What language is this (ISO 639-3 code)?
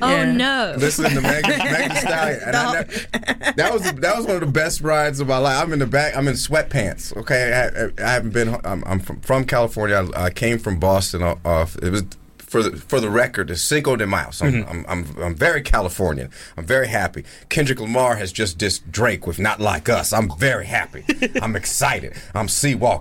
eng